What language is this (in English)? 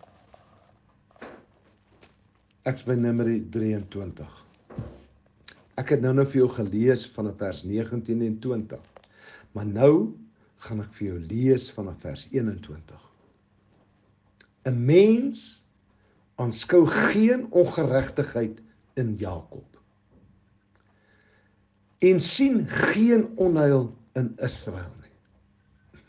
Afrikaans